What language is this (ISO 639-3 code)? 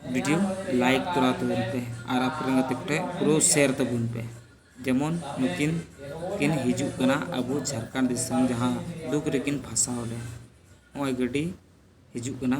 sat